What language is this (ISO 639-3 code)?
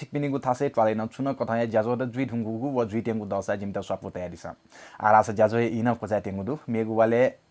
new